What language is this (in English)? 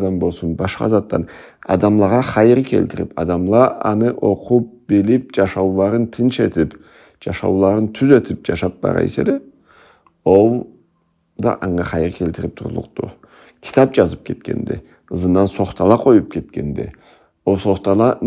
Karachay-Balkar